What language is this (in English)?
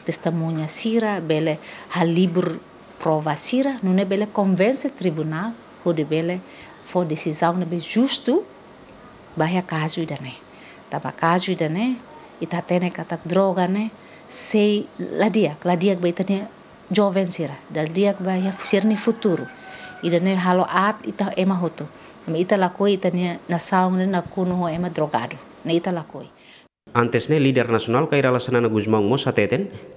Tetum